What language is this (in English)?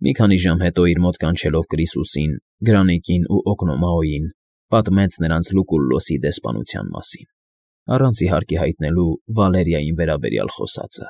Armenian